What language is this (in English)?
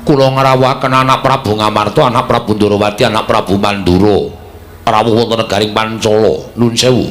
Javanese